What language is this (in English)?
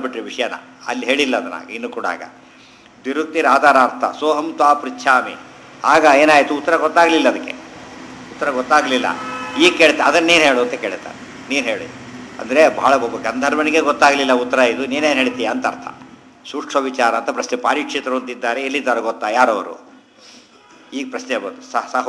Kannada